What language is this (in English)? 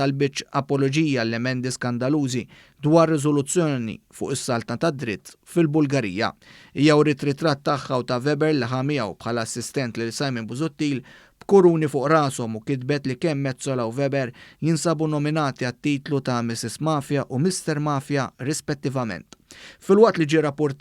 Maltese